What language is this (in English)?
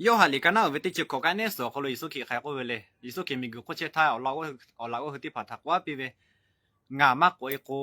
Lahu